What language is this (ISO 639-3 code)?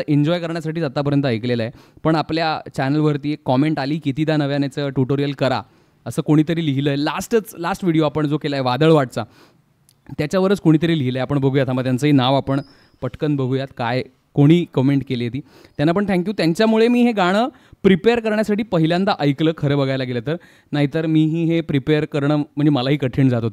mar